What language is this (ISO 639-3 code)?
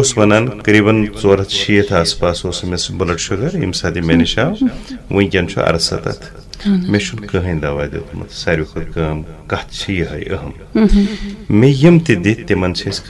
kas